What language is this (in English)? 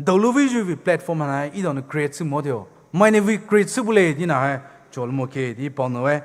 Poumei Naga